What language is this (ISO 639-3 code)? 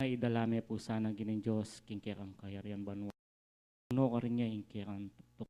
pam